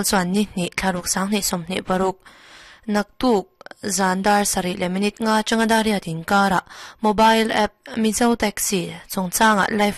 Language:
Mizo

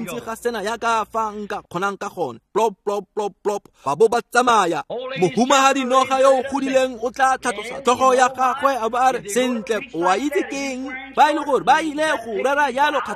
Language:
Tswana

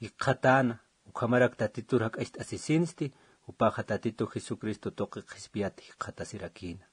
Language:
Aymara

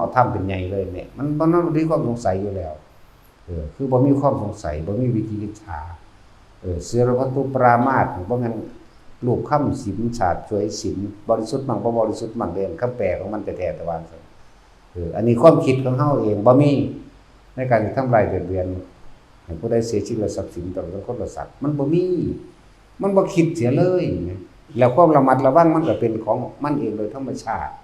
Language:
Lao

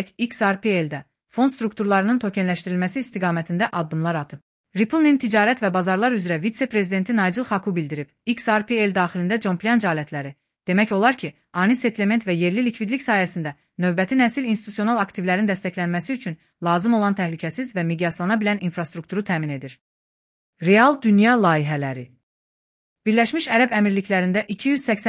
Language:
Azerbaijani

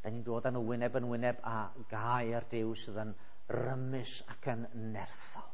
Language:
Welsh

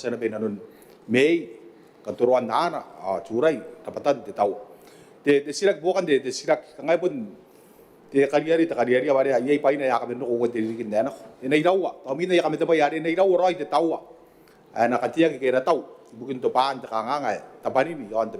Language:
Gilbertese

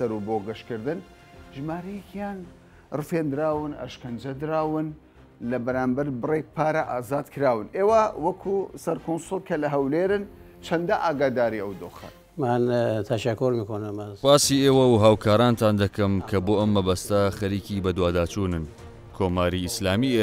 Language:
Central Kurdish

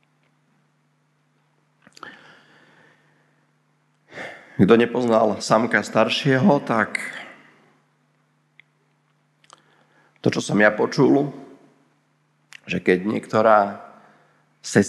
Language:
Slovak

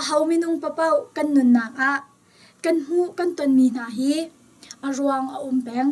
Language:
Hakha Chin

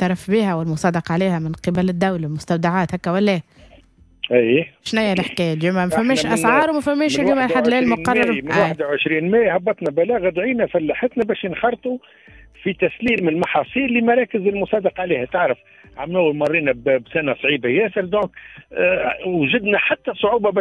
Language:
Tunisian Arabic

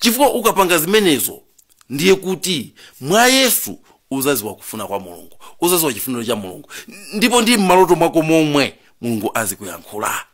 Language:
Nyanja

